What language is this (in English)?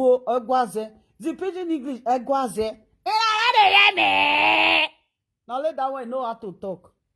Nigerian Pidgin